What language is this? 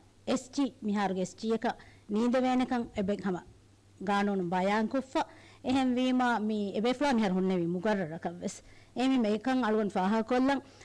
Divehi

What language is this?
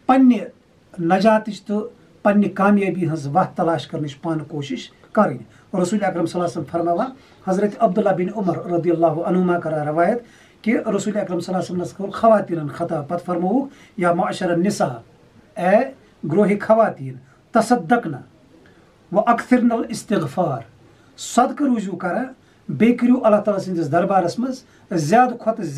Kashmiri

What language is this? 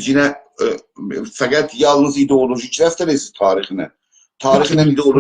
South Azerbaijani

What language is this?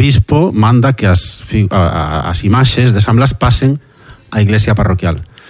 Galician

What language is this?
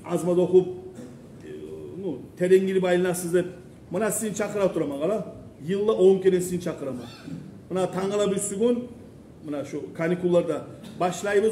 Kumyk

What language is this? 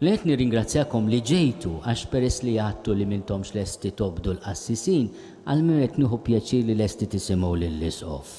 Maltese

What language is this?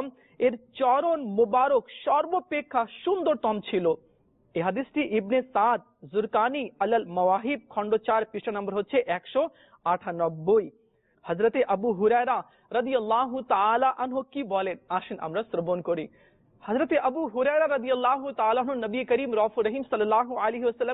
Bangla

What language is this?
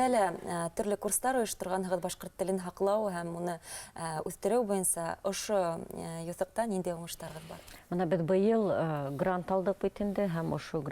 Bashkir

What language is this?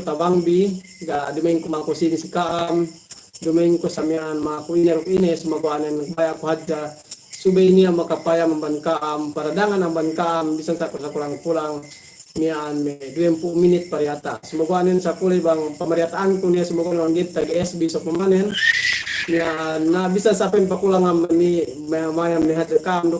Yakan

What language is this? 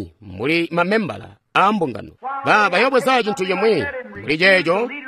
Tonga (Zambia)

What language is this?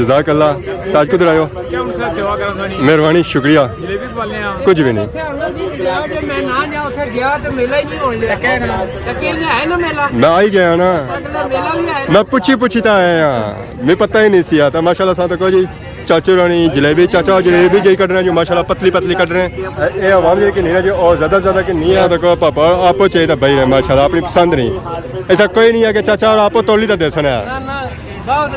Pahari-Potwari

